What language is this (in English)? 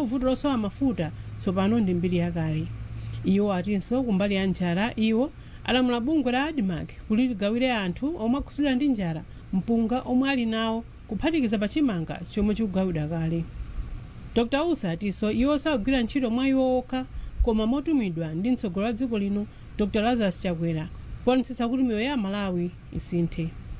Nyanja